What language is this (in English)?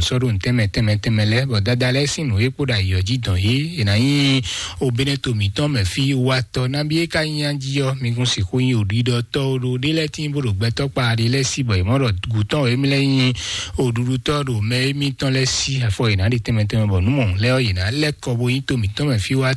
Fon